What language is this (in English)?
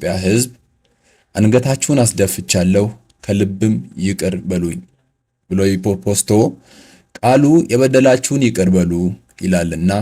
Amharic